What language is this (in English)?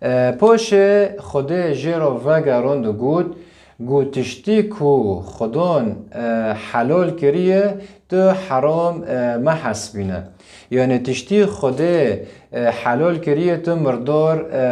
Kurdish